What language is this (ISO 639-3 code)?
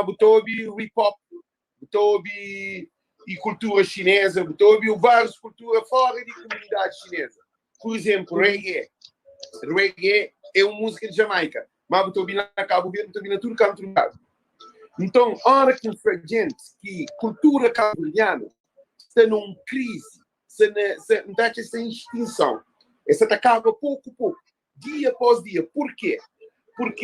kea